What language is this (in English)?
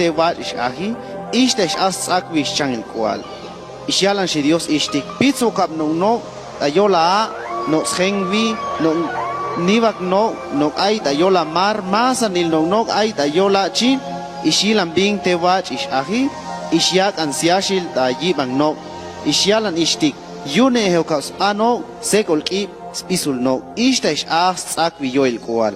Chuj